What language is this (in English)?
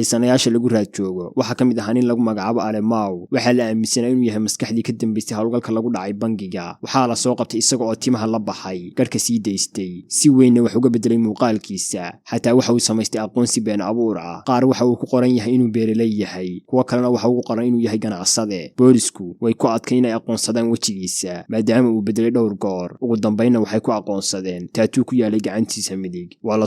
Somali